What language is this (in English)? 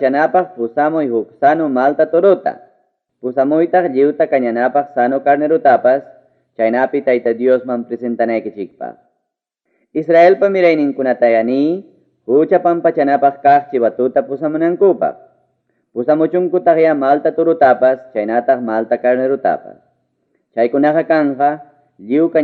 Ayacucho Quechua